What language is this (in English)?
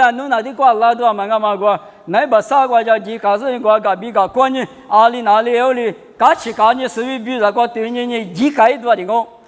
Lisu